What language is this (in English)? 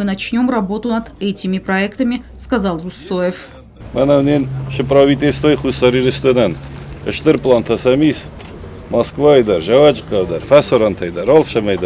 Ossetic